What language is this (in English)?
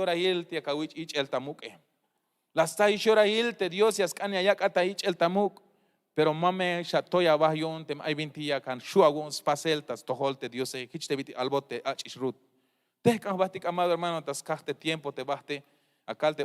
Tzeltal